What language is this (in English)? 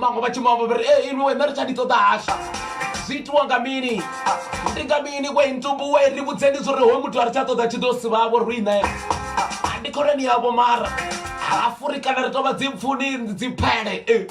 Venda